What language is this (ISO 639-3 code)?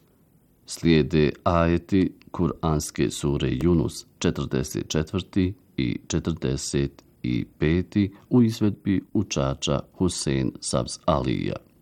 bos